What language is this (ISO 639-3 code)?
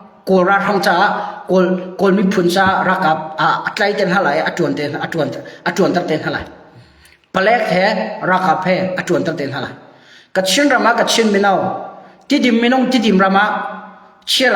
cnh